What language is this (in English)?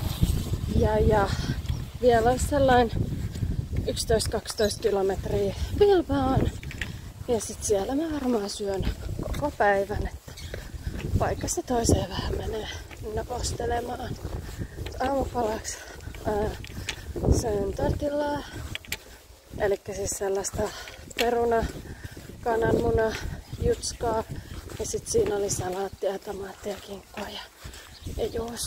Finnish